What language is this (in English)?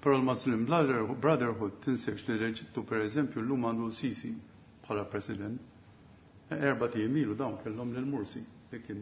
Maltese